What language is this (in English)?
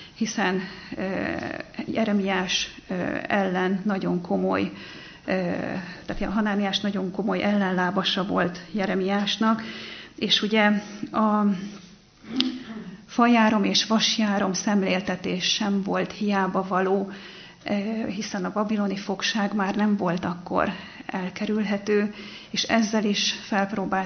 Hungarian